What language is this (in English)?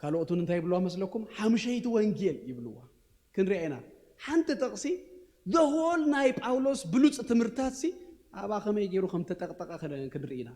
Tigrinya